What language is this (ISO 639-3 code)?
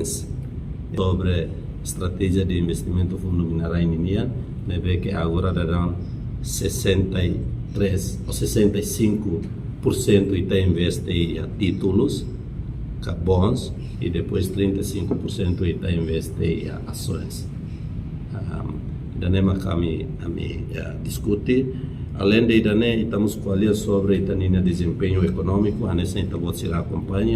tet